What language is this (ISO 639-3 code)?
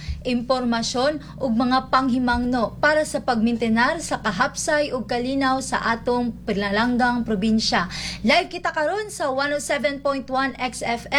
ceb